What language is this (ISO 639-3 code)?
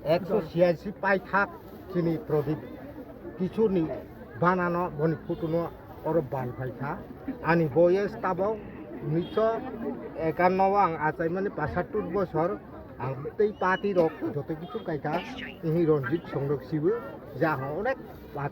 trp